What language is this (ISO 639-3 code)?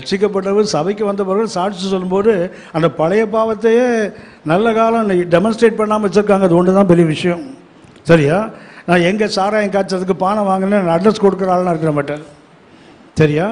tam